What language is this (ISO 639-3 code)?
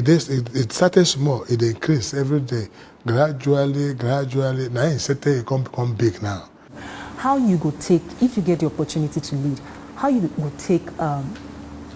pcm